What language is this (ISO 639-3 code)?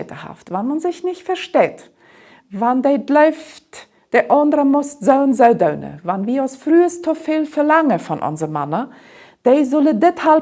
pdt